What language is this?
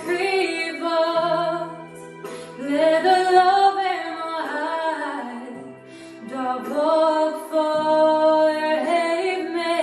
Irish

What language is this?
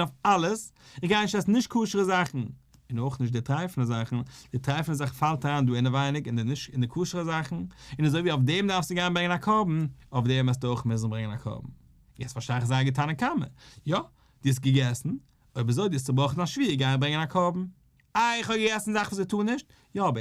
Yiddish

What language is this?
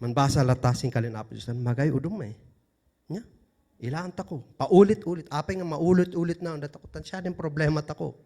Kankanaey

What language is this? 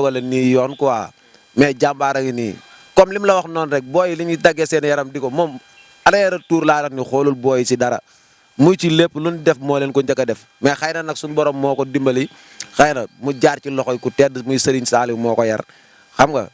Wolof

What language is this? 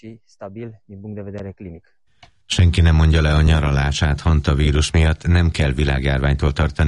Hungarian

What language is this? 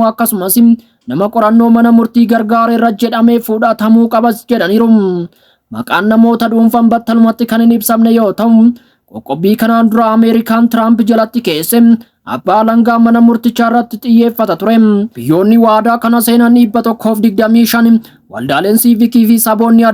Oromo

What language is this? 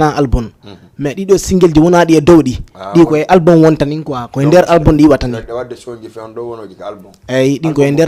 Fula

